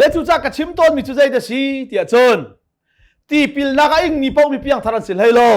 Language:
Hakha Chin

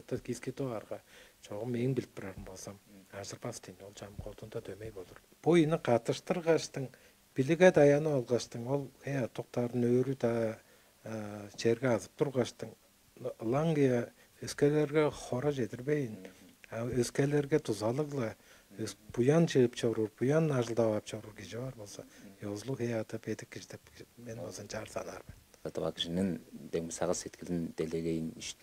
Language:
Tuvinian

